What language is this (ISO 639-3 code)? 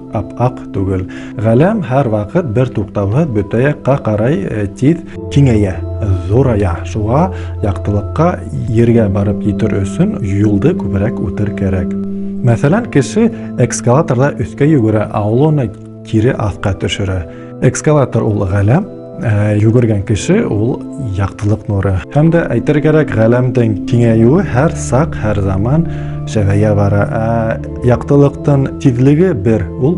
bak